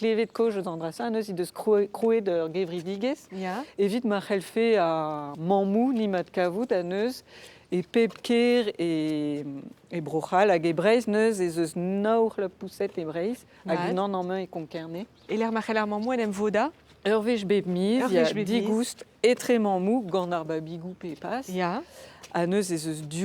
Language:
Breton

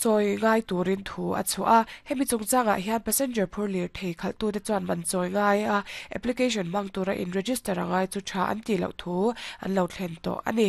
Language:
Mizo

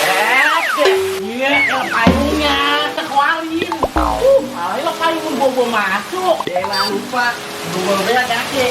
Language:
Betawi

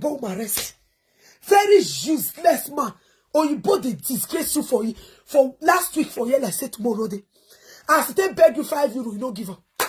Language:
Nigerian Pidgin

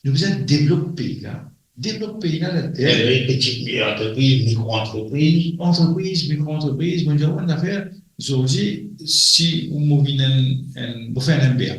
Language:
Morisyen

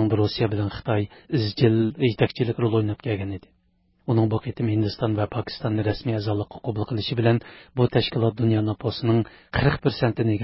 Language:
Uyghur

